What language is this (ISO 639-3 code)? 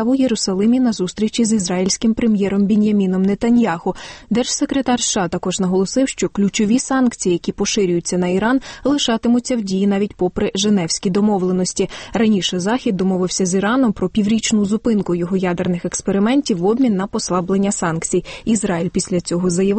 ukr